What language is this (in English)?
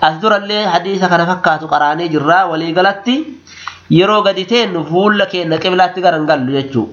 Oromo